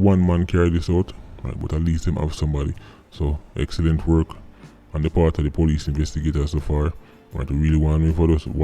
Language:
Jamaican Creole English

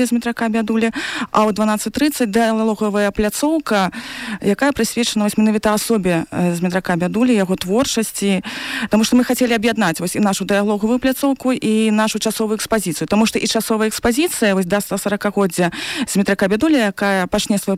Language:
Belarusian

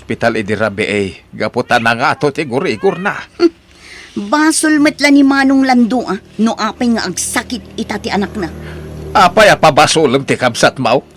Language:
Iloko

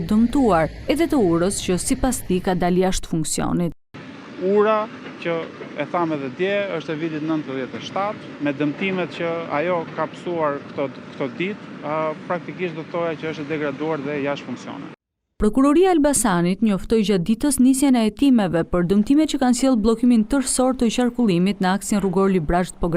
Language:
Albanian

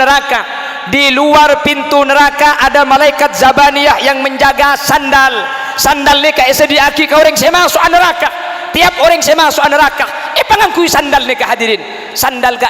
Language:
Madurese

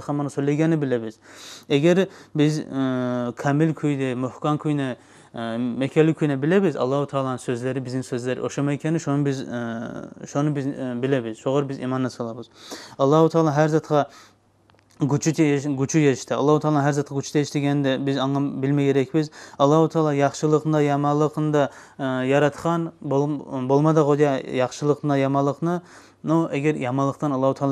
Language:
Kumyk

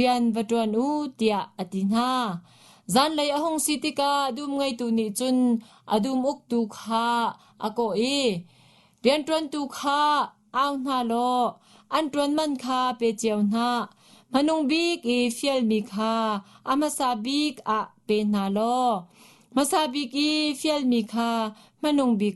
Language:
Hakha Chin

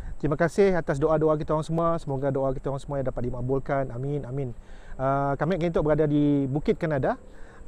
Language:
Malay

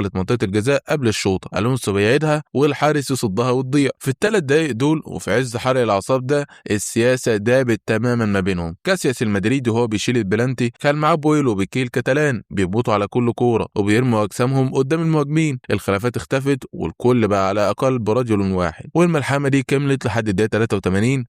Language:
Egyptian Arabic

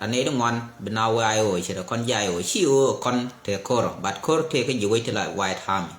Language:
Nuer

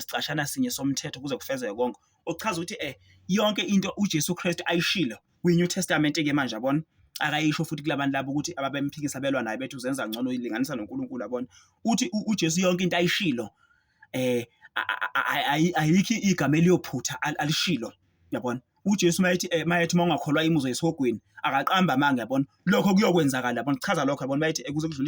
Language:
Zulu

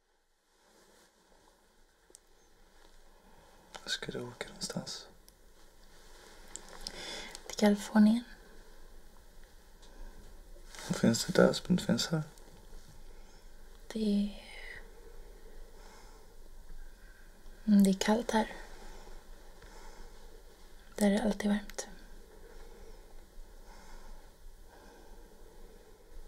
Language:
Swedish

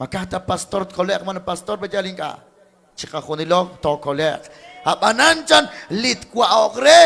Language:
Kekchí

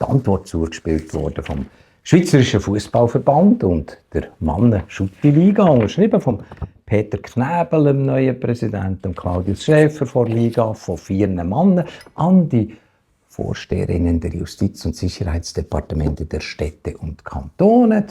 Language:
Swiss German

